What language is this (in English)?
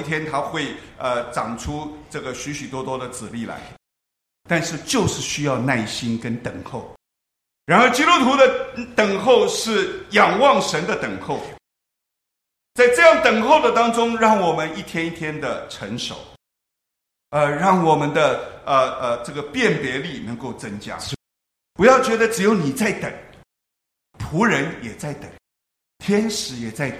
Chinese